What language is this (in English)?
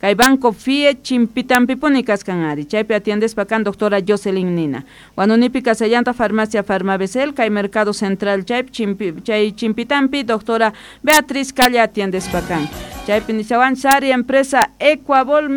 South Bolivian Quechua